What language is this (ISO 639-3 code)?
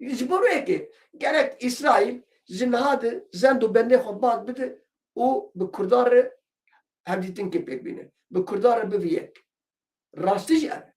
kur